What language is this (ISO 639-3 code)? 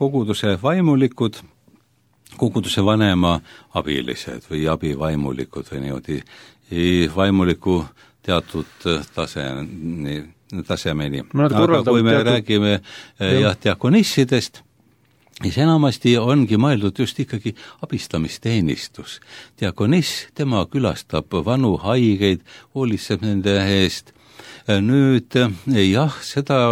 est